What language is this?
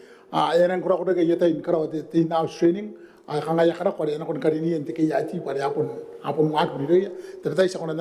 Gilbertese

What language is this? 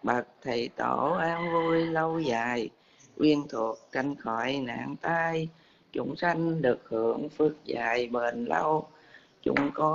Vietnamese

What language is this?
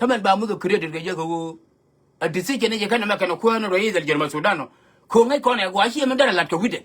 Nuer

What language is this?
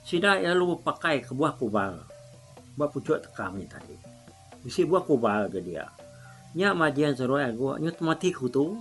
Iban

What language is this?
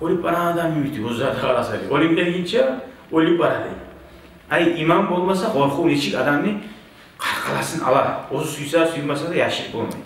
Kumyk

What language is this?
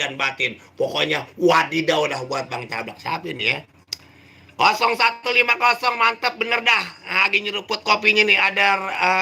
Betawi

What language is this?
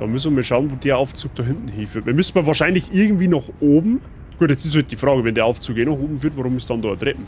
Bavarian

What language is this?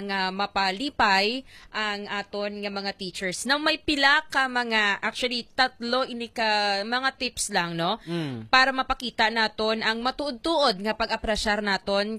Hiligaynon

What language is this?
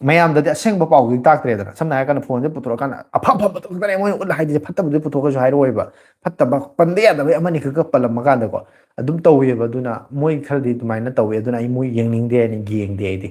Manipuri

